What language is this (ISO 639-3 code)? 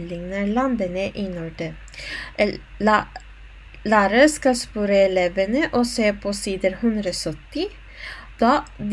nor